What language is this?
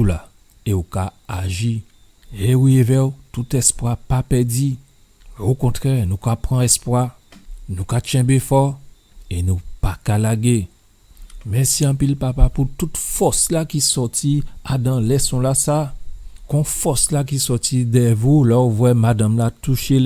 Guadeloupean Creole French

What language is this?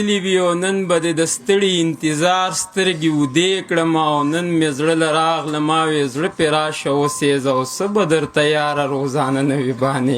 Pashto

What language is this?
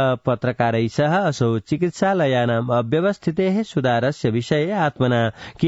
Sanskrit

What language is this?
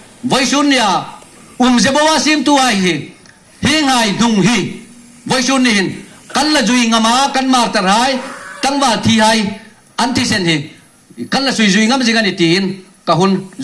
Hmar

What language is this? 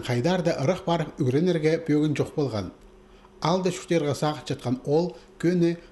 Khakas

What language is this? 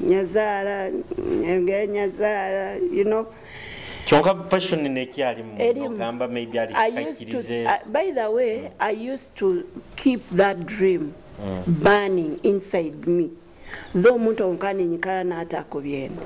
Nyoro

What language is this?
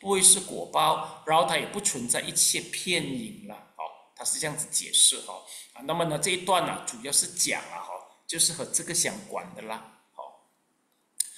Chinese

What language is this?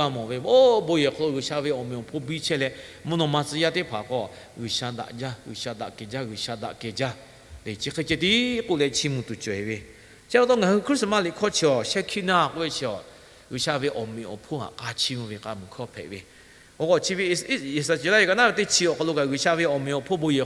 Lahu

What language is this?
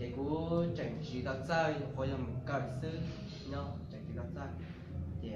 Hmong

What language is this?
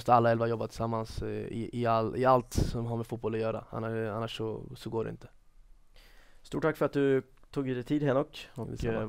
Swedish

